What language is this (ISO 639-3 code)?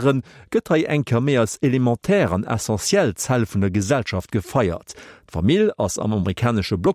ltz